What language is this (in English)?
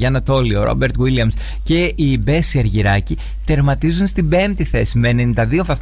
Greek